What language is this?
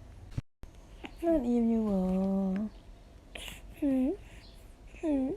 Lao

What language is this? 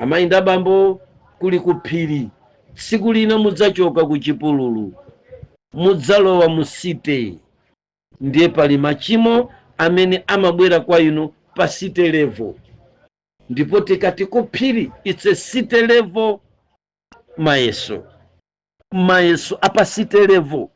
Nyanja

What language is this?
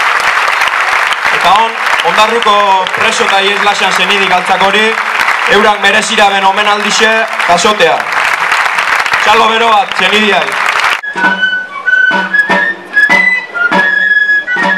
Basque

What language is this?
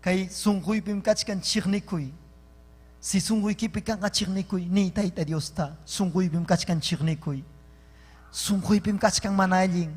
Ayacucho Quechua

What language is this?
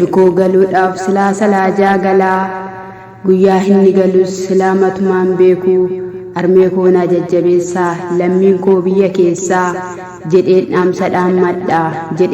Oromo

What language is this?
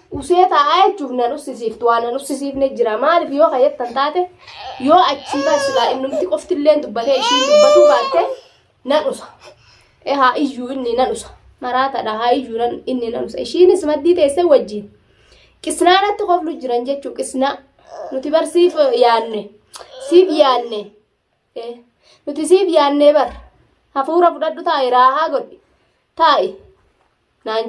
Oromo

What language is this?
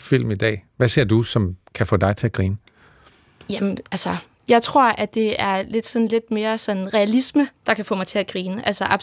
Danish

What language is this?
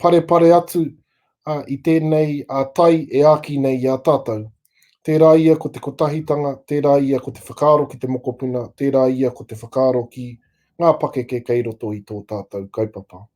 Māori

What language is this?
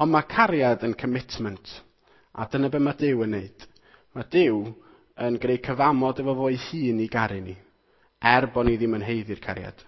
Welsh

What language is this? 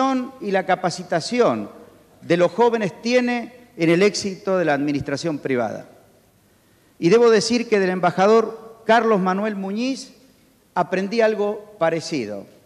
Spanish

